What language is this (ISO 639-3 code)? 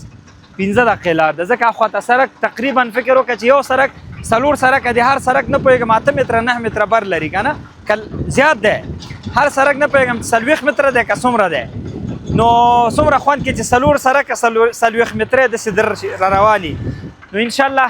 pus